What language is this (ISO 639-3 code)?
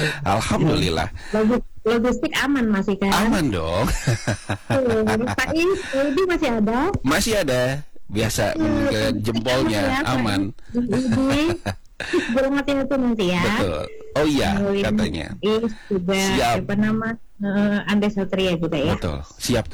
ind